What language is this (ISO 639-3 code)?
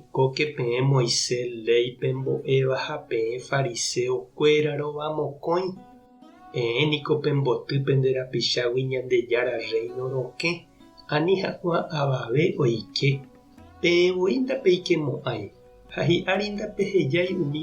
grn